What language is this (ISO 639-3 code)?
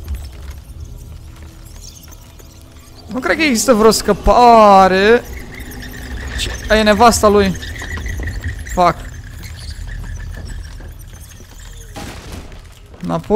ron